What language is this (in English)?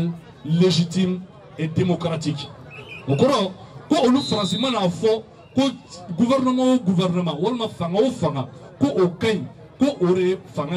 Bambara